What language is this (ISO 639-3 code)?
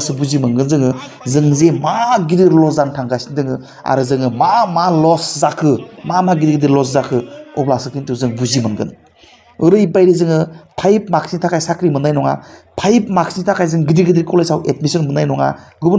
brx